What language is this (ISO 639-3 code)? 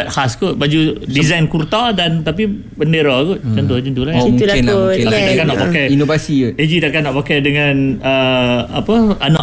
msa